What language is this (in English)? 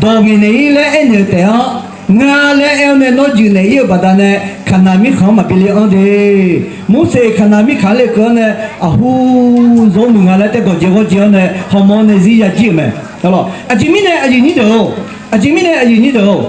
Akha